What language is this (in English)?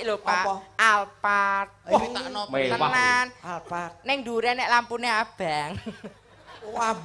Javanese